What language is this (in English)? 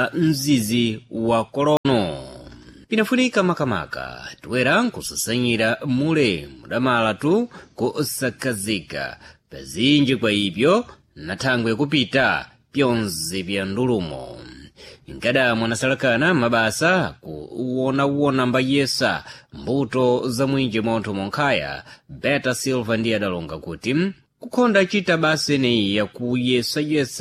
Sena